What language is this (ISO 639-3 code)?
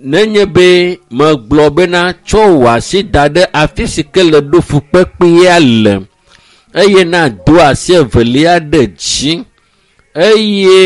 ewe